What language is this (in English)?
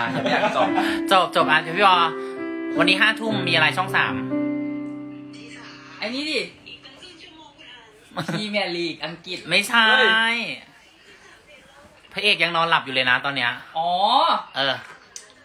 Thai